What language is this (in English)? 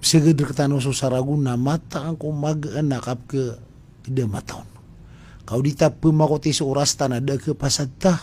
Maranao